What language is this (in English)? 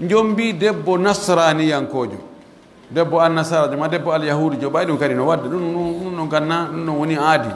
Pular